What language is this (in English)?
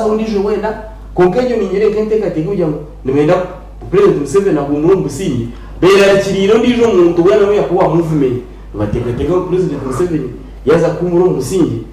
Nyankole